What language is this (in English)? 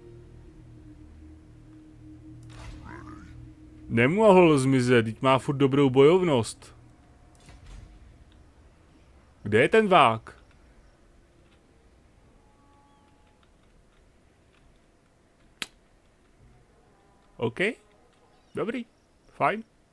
Czech